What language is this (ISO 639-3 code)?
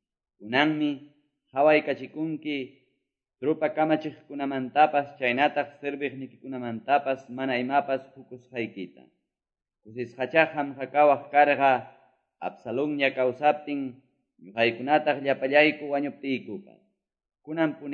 que